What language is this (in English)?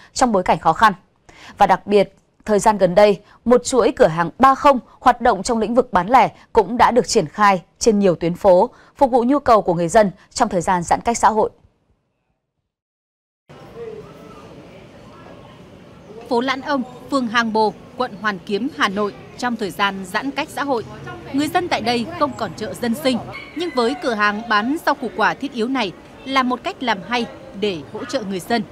Vietnamese